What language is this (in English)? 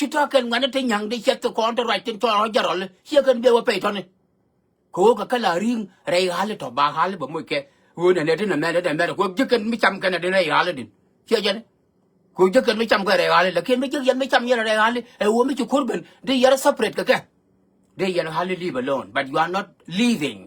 Nuer